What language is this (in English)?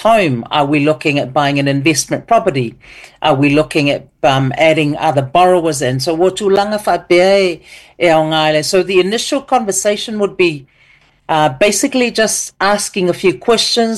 Samoan